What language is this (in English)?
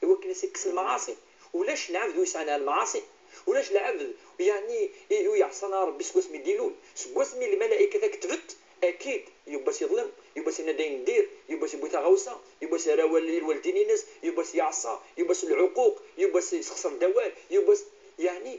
Kabyle